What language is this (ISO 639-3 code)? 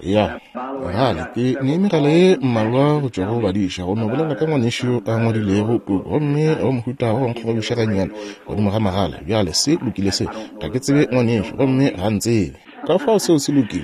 nso